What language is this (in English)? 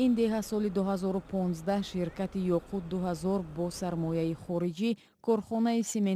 Tajik